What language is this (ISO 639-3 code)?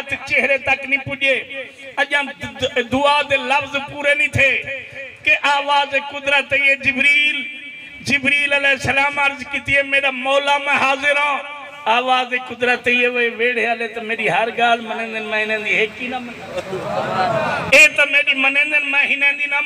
skr